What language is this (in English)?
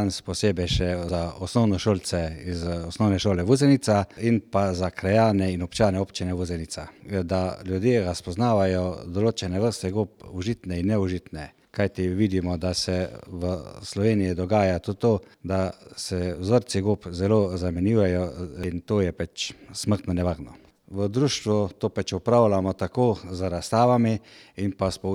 Slovenian